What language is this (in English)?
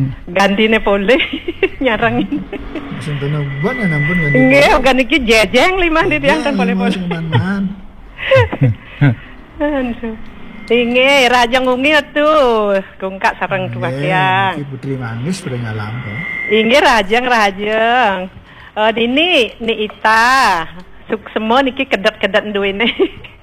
Balinese